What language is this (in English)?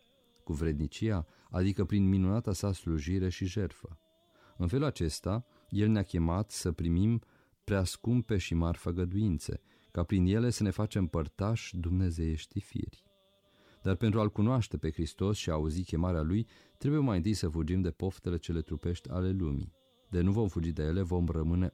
Romanian